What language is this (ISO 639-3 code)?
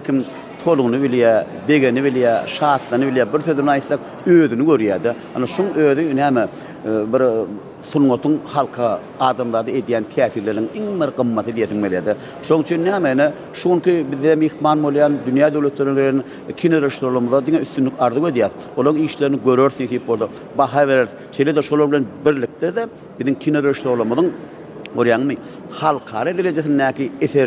tuk